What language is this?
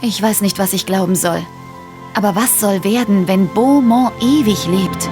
Bavarian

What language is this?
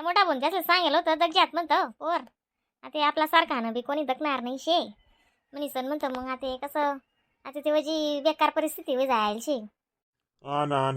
Khandesi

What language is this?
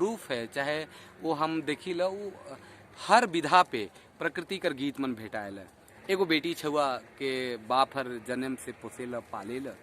Sadri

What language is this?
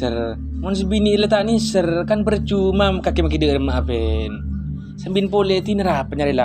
Madurese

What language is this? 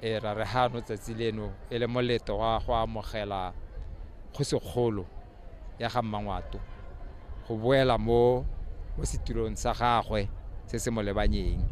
Tswana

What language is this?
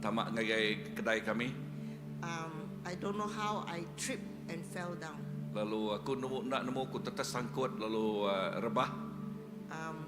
Iban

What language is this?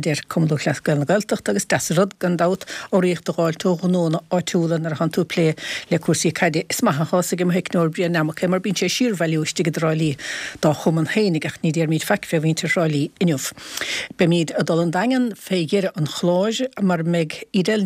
Irish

